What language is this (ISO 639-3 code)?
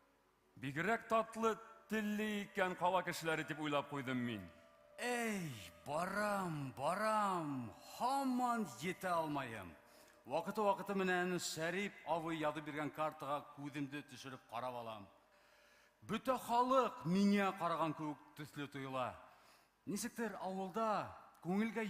bak